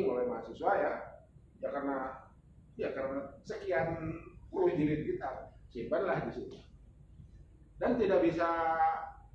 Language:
Indonesian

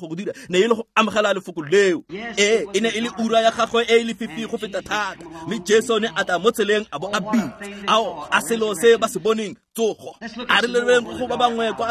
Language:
Tswana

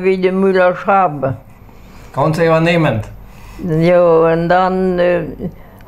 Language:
Plautdietsch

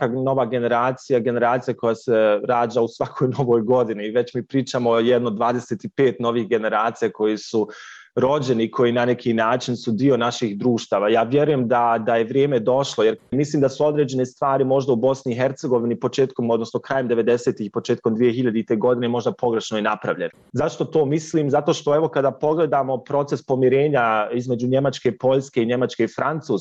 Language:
Bosnian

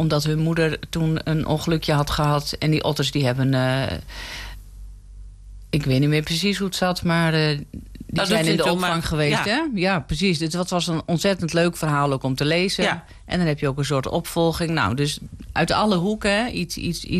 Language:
Dutch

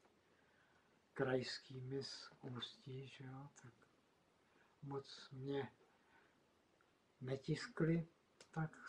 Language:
Czech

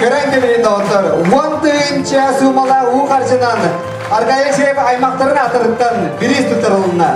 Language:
Yakut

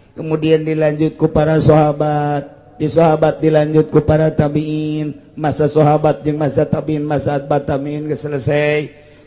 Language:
Sundanese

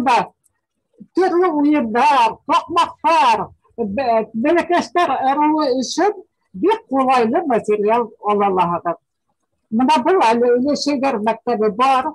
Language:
Bashkir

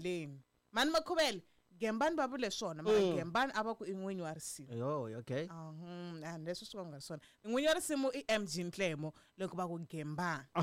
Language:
Tsonga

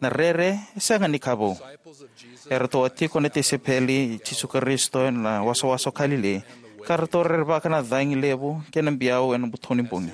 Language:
Fijian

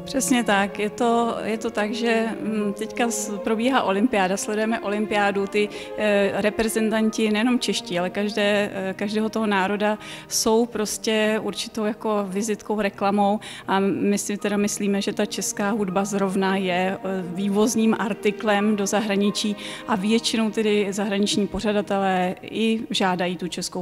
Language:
Czech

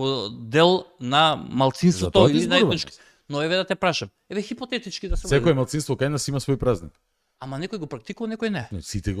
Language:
Macedonian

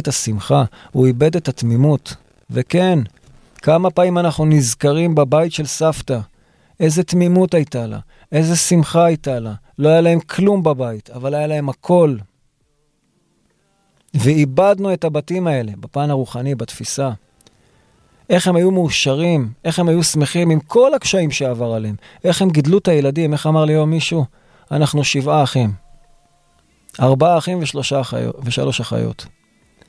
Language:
Hebrew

